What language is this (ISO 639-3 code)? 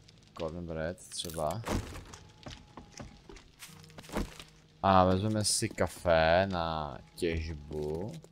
ces